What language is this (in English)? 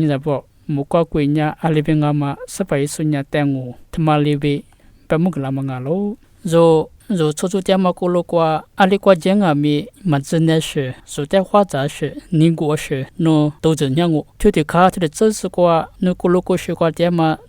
Lisu